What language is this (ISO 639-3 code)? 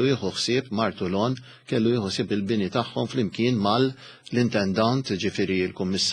mlt